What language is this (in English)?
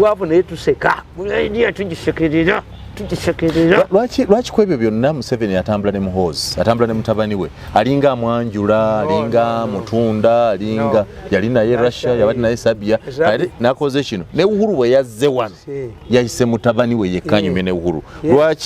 Ganda